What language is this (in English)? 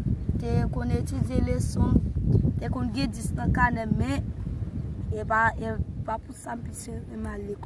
Haitian Creole